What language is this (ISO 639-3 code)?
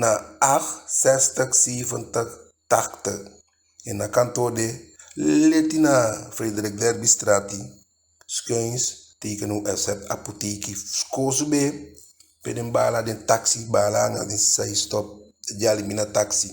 djk